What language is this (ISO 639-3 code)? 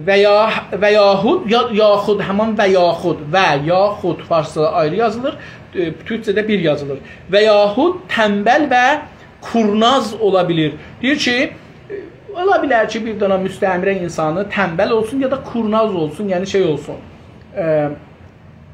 azb